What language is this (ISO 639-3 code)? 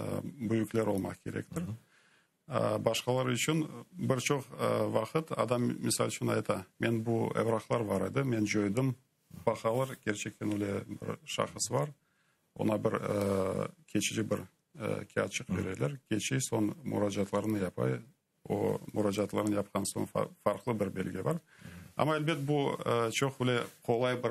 crh